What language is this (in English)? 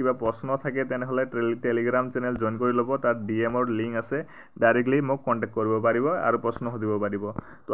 Assamese